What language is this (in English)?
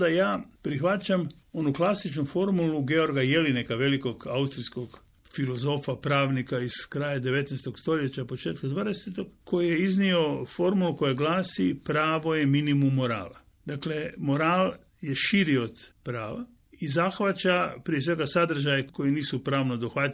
Croatian